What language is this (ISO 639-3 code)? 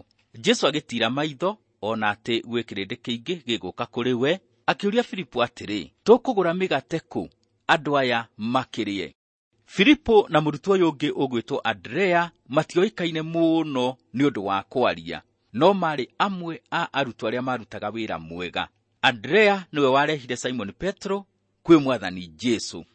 kik